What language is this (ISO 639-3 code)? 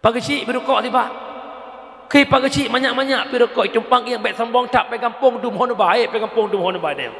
ace